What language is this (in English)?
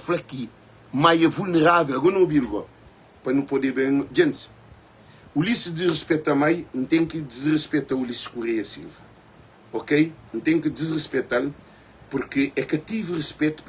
Kabuverdianu